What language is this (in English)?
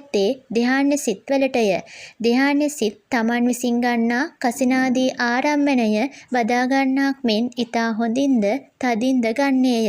Sinhala